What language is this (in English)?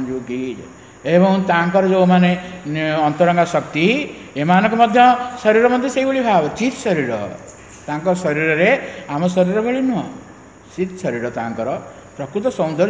Odia